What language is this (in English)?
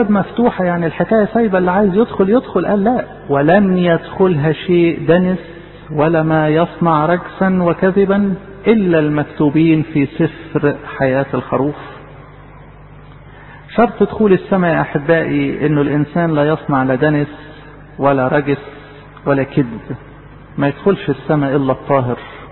Egyptian Arabic